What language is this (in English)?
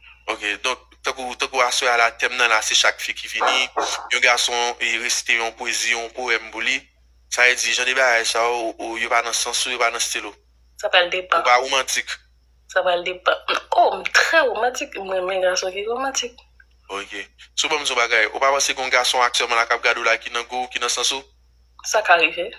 Haitian Creole